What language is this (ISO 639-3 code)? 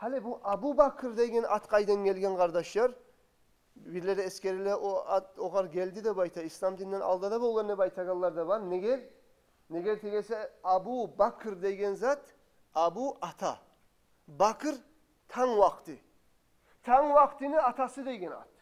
kum